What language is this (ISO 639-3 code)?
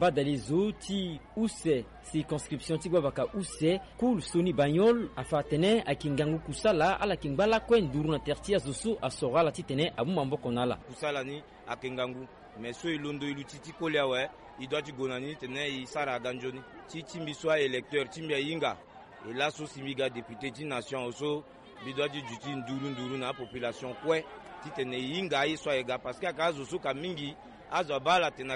sag